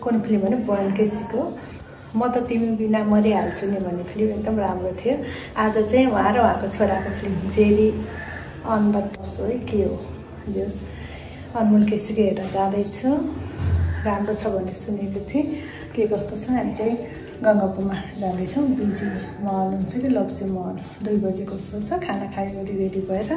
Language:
Nepali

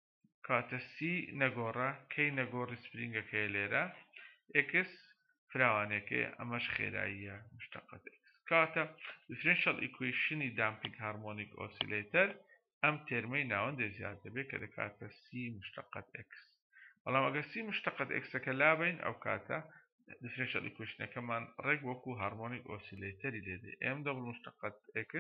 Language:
Central Kurdish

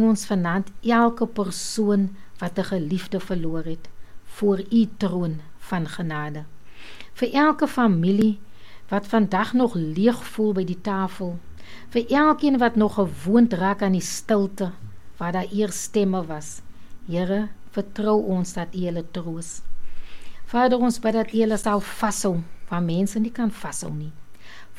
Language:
Afrikaans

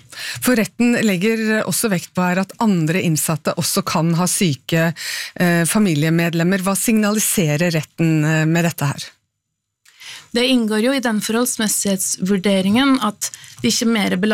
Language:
Norwegian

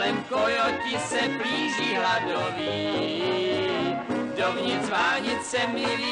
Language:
Czech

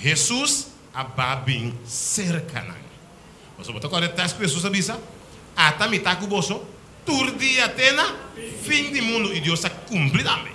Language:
Papiamento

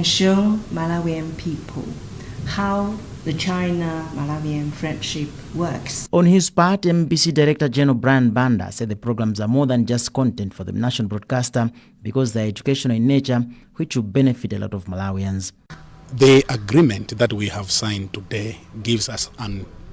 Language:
English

